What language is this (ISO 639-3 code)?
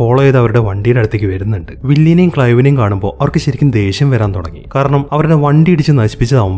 mal